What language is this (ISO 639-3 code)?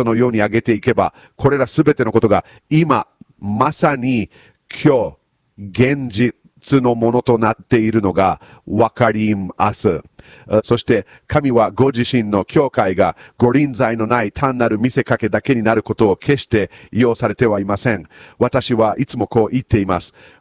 jpn